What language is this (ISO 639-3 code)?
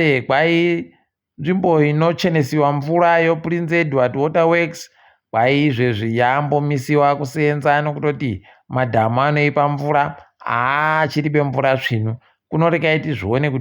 ndc